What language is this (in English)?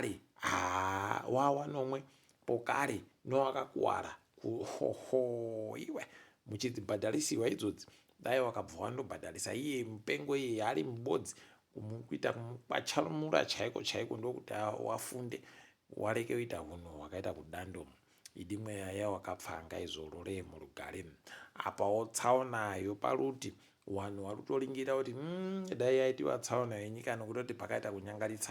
Ndau